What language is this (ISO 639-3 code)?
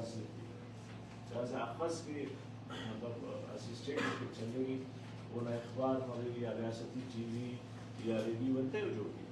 brh